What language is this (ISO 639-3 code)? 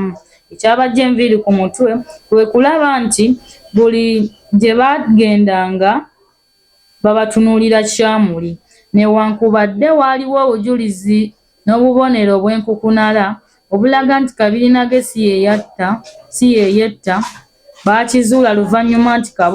lug